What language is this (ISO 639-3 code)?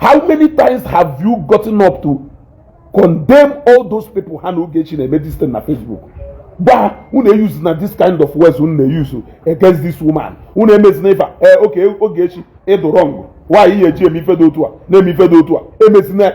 ibo